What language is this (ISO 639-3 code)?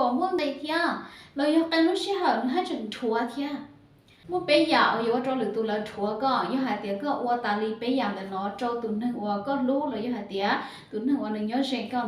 hmn